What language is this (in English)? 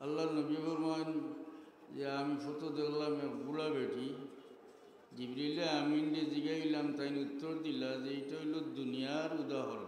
Sylheti